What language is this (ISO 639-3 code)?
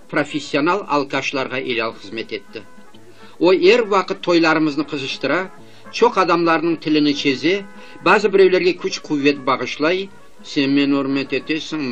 crh